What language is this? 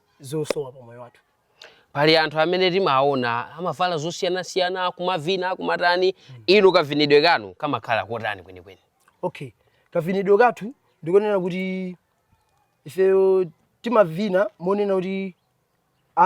Nyanja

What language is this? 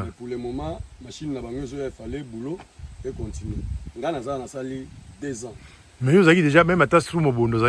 Lingala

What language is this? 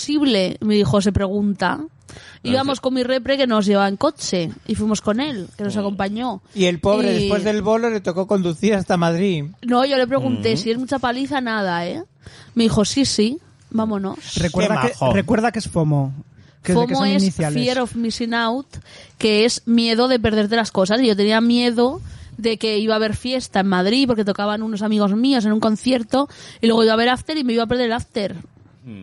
Spanish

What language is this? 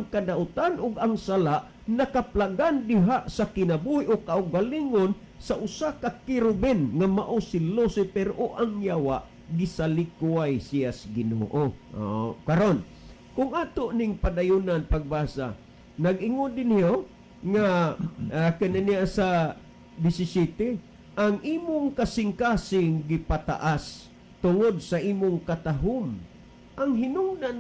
Cebuano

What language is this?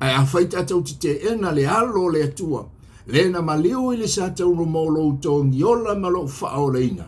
Samoan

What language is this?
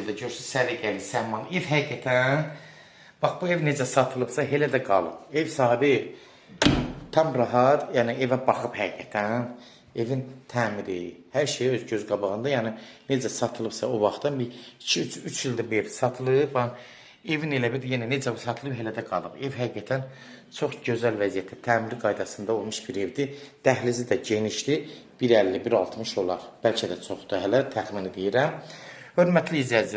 Azerbaijani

